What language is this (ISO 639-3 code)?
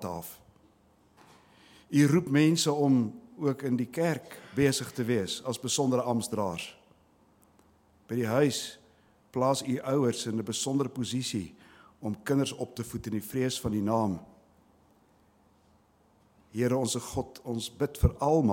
afr